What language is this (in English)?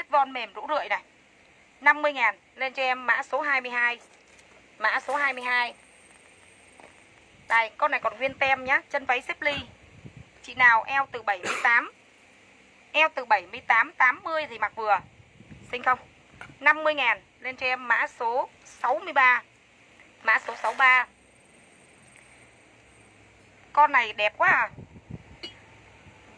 Vietnamese